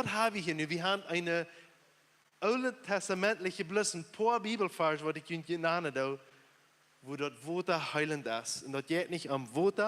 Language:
Plautdietsch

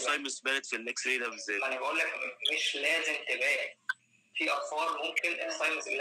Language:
Egyptian Arabic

